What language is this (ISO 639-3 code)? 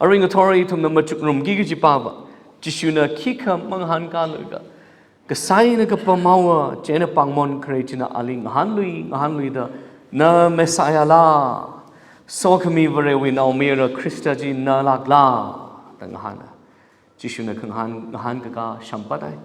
nmf